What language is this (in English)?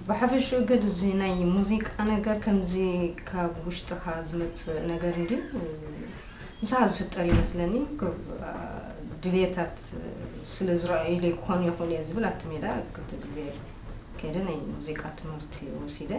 Tigrinya